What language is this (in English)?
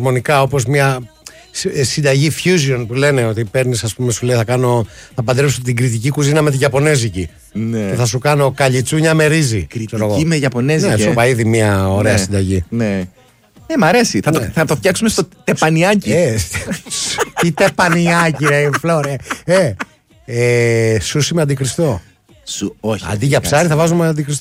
Greek